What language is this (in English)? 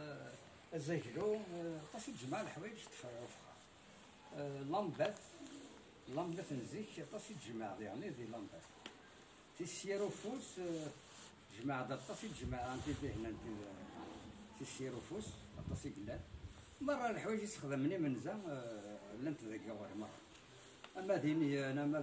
Kabyle